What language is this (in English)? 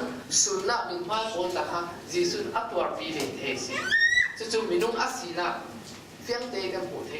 Falam Chin